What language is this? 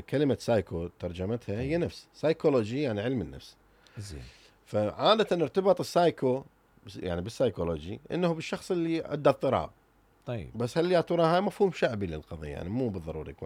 Mesopotamian Arabic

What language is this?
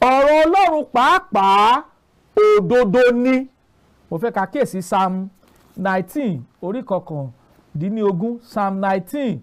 Yoruba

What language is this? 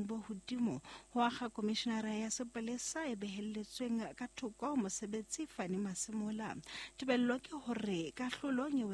Southern Sotho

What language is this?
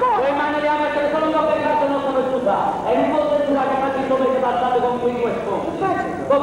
Neapolitan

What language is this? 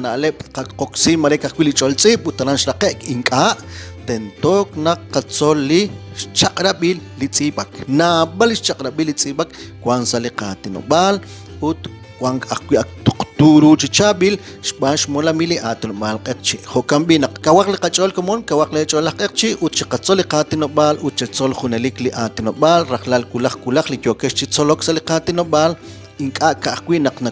Kekchí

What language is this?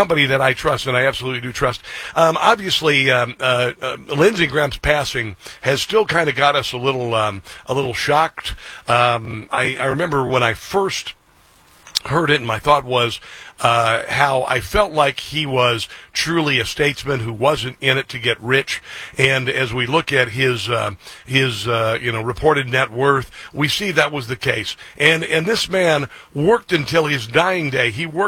English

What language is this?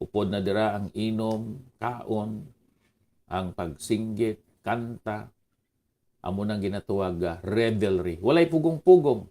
Hiligaynon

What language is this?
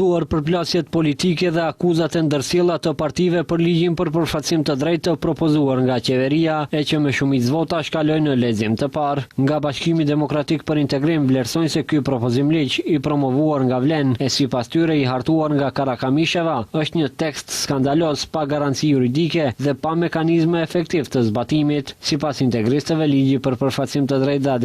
Albanian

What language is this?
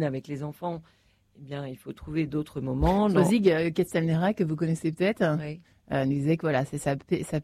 French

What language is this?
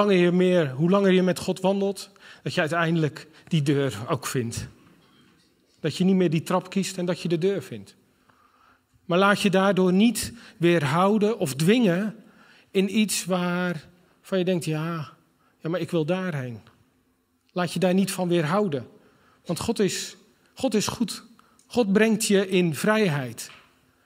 Dutch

